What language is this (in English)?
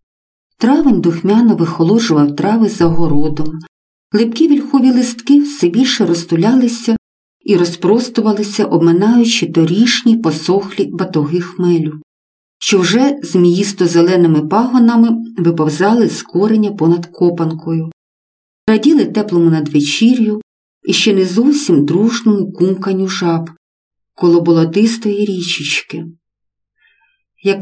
Ukrainian